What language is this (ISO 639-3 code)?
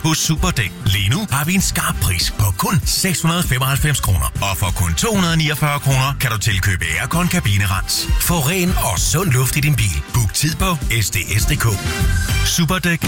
dan